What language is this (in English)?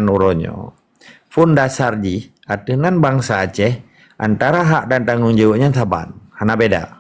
Achinese